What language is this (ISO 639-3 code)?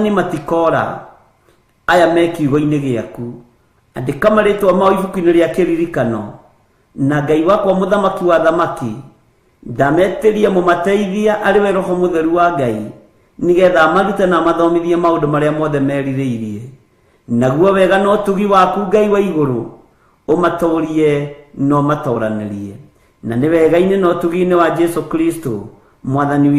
kik